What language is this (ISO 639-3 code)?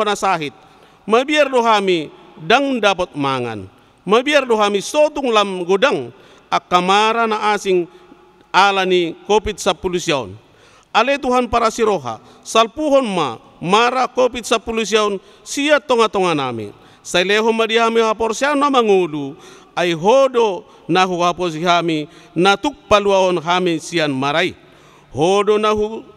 bbc